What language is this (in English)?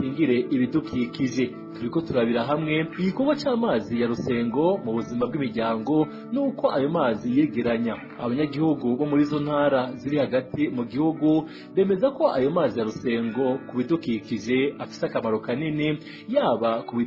Rundi